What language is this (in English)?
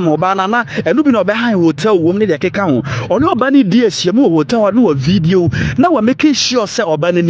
Akan